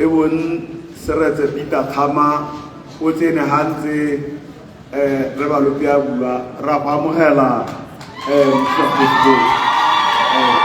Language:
Tswana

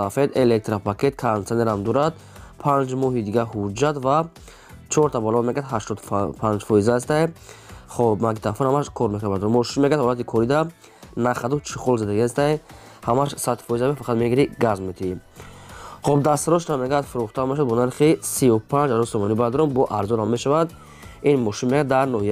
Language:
Tajik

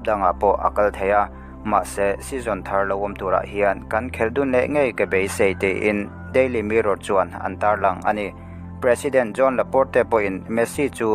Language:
Mizo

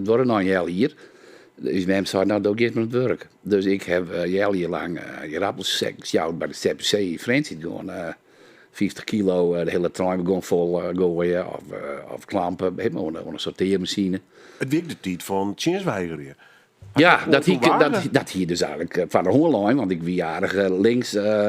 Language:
Western Frisian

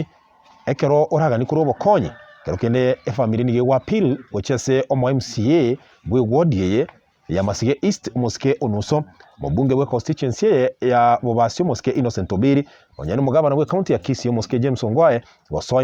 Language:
Gusii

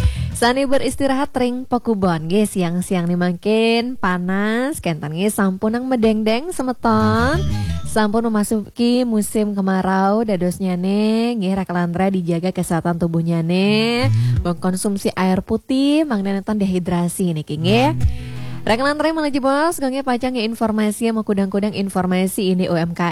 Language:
Balinese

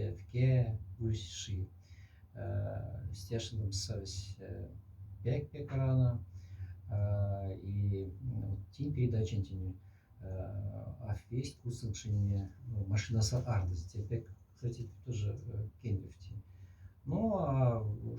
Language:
Moksha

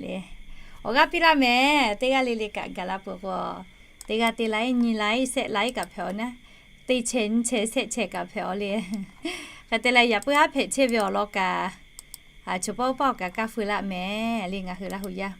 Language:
Lahu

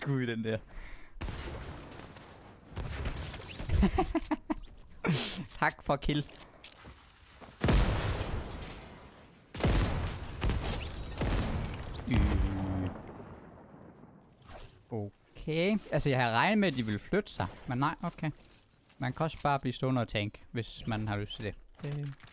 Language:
Danish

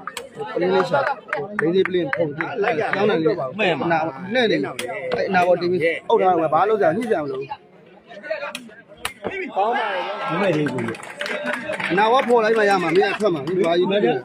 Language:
Burmese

